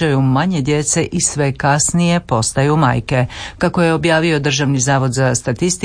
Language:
Croatian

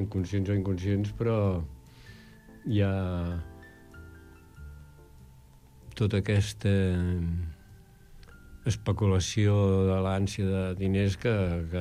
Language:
Catalan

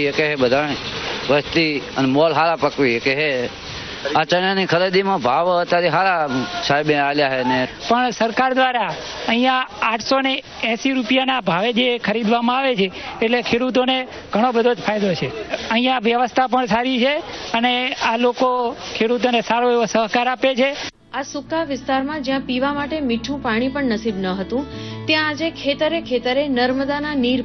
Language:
Gujarati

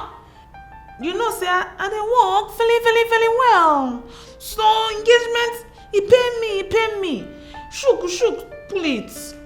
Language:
Nigerian Pidgin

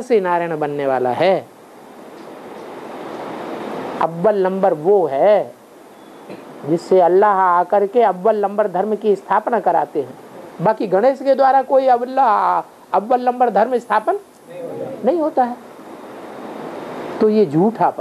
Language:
Hindi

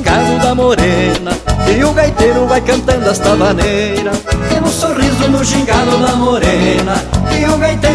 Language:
Portuguese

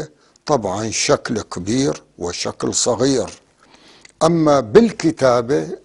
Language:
North Levantine Arabic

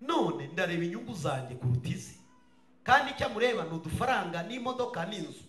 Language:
Kinyarwanda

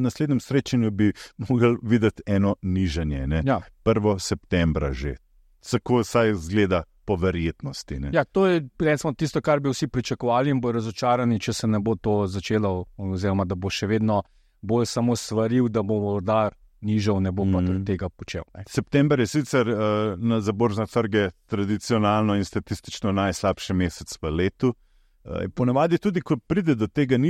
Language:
Slovenian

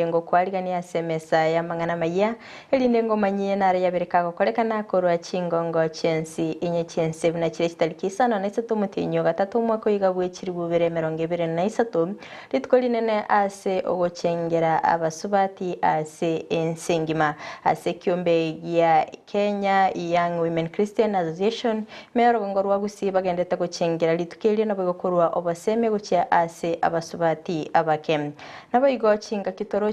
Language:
Gusii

